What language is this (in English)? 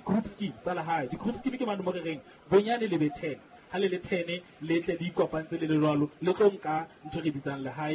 Southern Sotho